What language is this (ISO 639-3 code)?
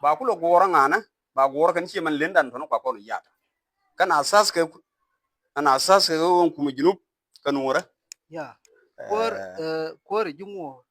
nus